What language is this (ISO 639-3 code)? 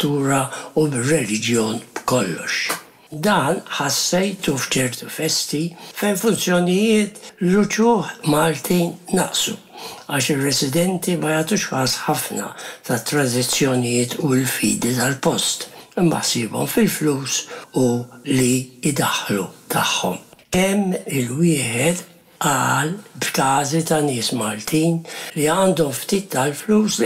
mlt